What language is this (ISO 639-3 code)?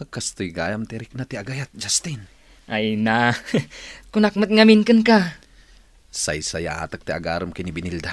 ilo